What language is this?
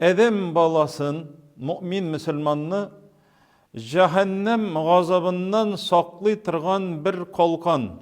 Tatar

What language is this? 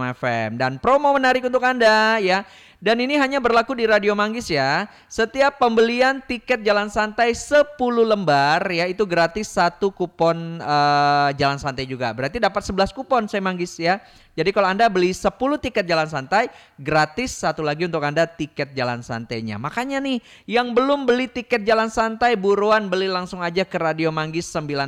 Indonesian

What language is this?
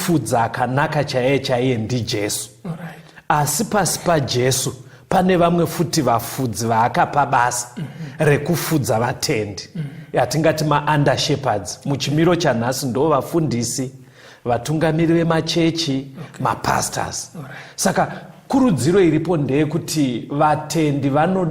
Shona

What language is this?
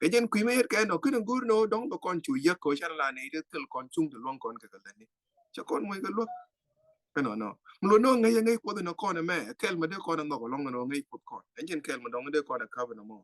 Nuer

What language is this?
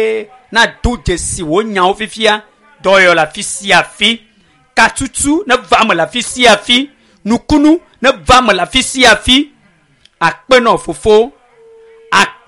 Ewe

